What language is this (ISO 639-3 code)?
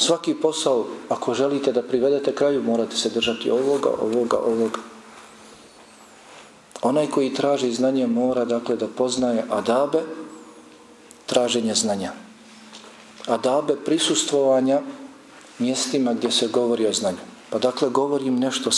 bos